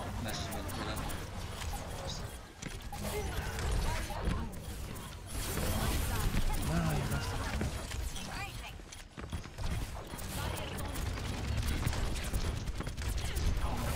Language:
English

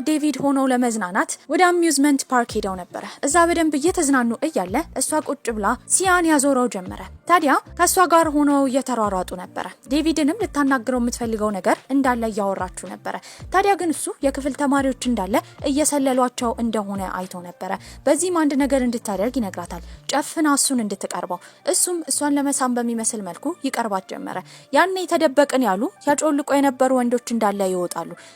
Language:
Amharic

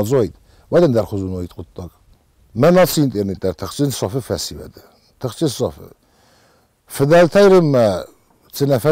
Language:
Ossetic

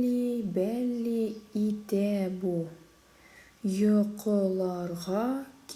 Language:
Tatar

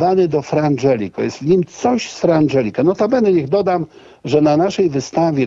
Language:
Polish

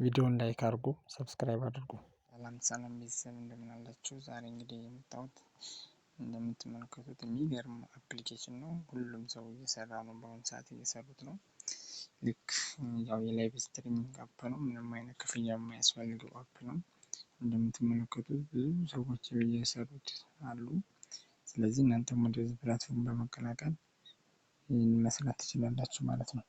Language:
Amharic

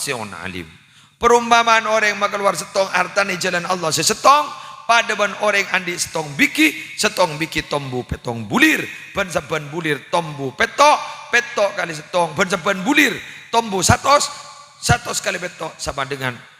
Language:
Madurese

